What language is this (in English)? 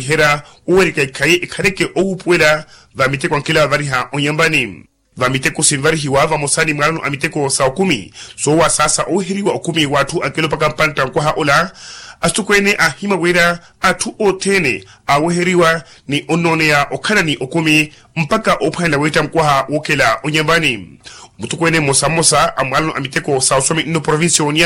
Makhuwa